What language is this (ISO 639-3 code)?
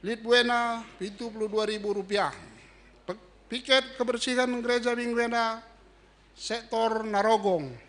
btx